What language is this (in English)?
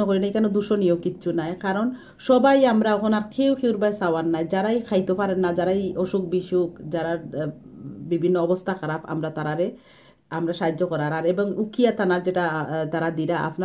Sylheti